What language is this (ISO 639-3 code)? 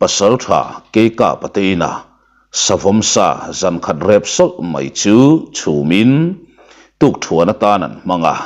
lus